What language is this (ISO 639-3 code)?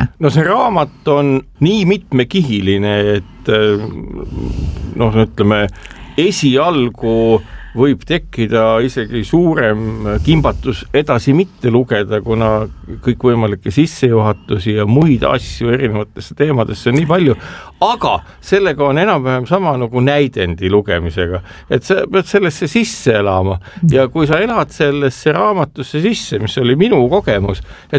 est